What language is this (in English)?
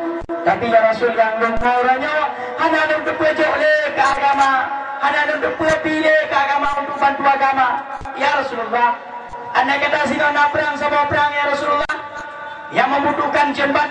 Achinese